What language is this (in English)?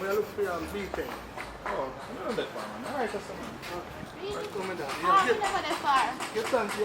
Jamaican Creole English